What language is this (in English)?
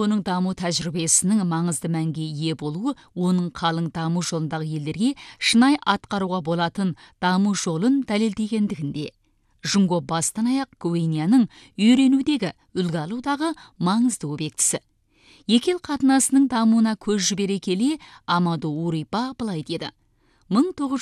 Kazakh